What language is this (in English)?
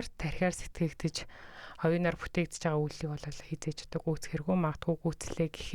Mongolian